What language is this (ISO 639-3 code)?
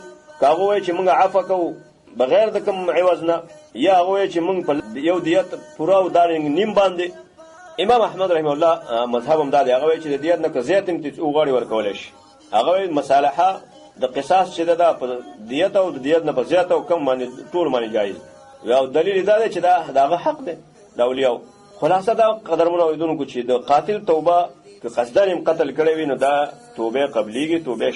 pus